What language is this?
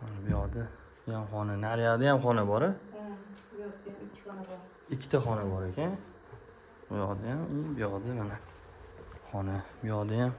Uzbek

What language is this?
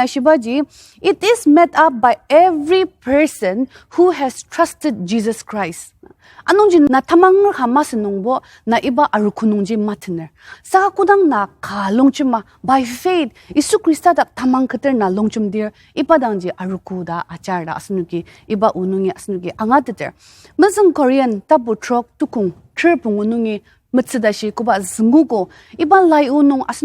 Ao Naga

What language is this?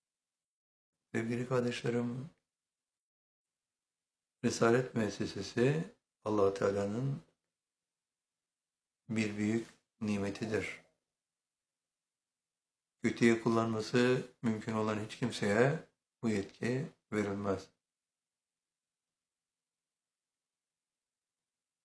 Turkish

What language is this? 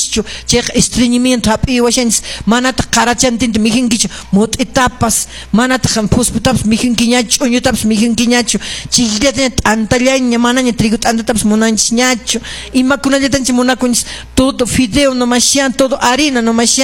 Quechua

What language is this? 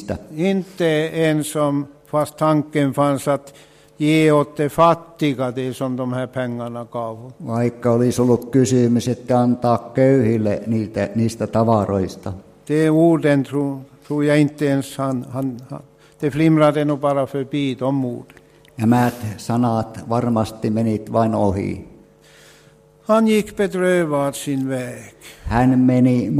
Swedish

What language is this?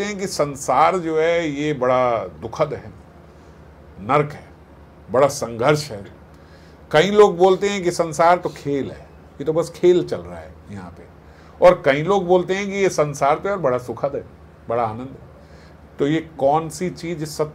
Hindi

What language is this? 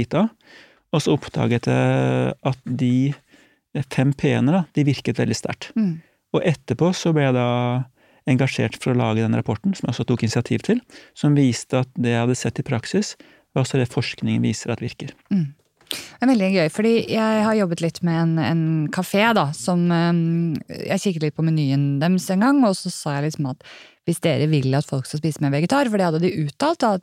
Norwegian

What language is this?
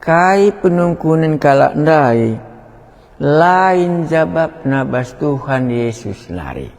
Batak Karo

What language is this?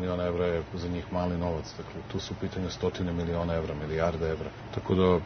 Serbian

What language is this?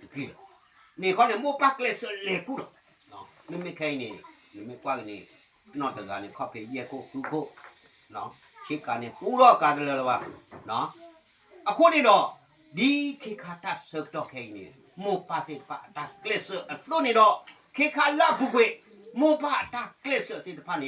S'gaw Karen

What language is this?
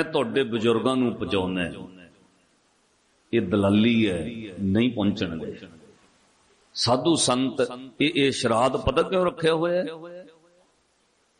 Punjabi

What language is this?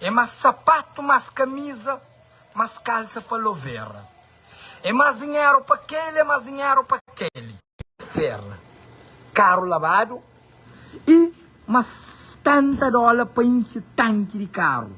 Kabuverdianu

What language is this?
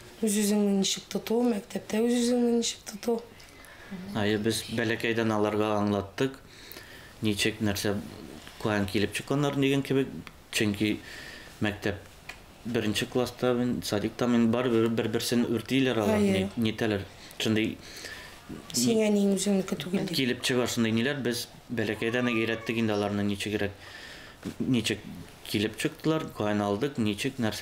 Tatar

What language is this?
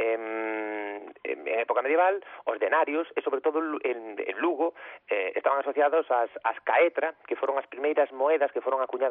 Galician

